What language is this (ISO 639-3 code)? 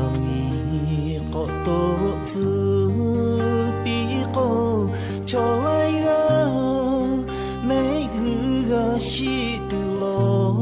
lhu